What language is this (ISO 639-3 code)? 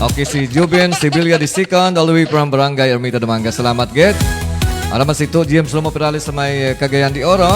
hil